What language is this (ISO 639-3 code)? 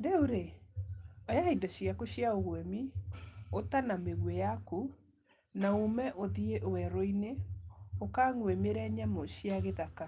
kik